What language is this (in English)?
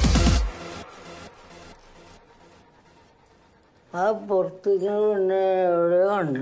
Malayalam